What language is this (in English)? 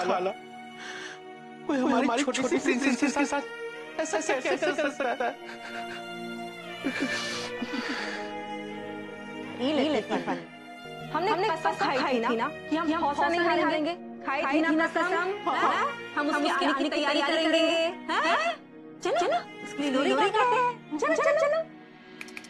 Hindi